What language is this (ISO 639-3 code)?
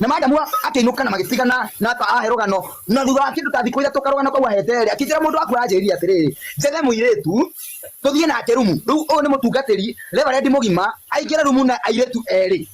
kik